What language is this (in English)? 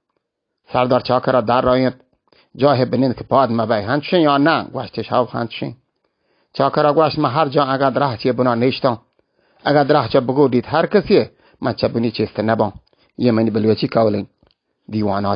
Baluchi